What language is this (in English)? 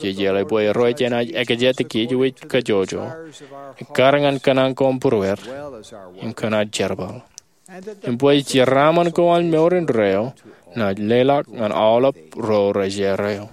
Marshallese